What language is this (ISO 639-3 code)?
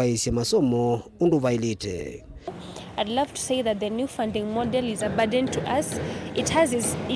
kam